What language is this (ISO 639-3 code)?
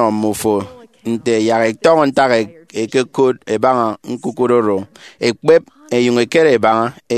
efi